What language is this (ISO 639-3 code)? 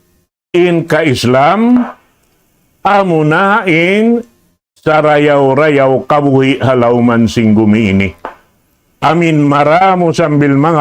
tsg